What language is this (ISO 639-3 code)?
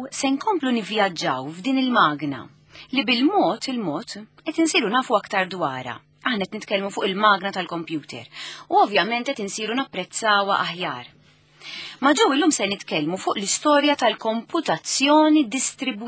mlt